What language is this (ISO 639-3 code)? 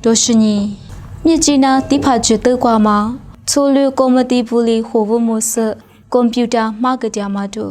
lis